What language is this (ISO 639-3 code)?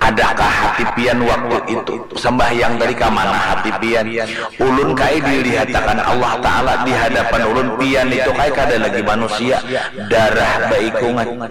bjn